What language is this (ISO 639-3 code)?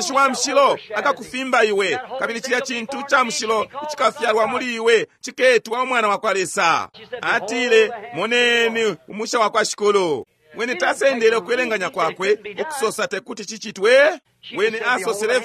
bem